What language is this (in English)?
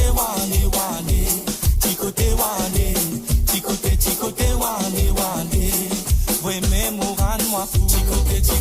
Morisyen